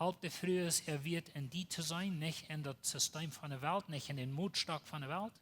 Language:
Plautdietsch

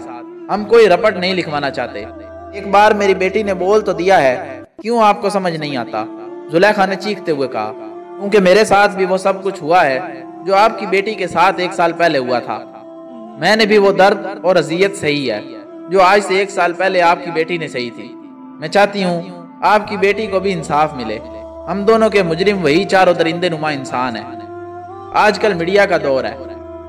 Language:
Urdu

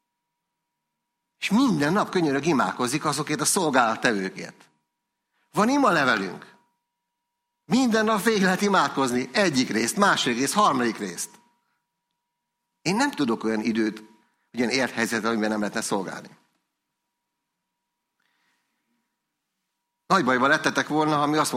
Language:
Hungarian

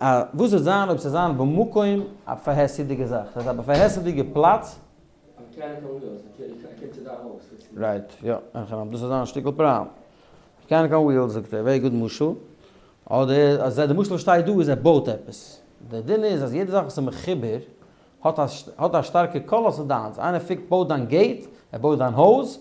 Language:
Yiddish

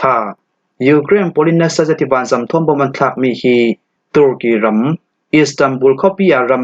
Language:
Falam Chin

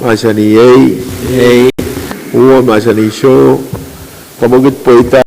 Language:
Pohnpeian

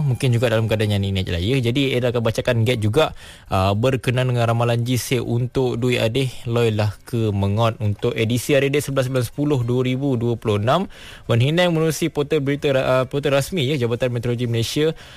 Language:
Malay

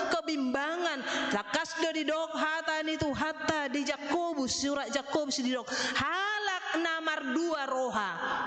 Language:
Batak Toba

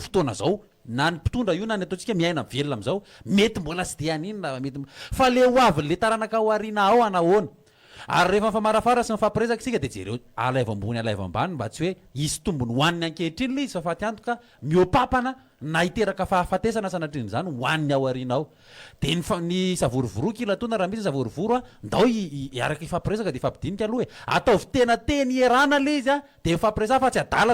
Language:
Malagasy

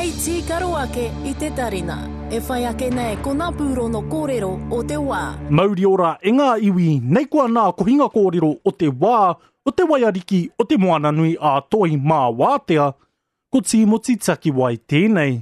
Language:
Māori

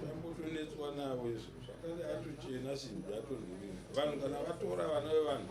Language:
Shona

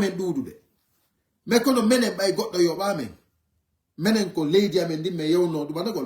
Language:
Fula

